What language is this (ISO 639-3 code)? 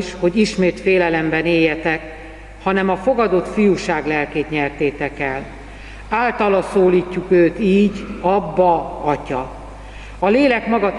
hun